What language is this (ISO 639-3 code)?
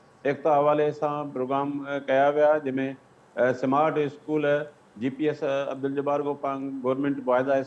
snd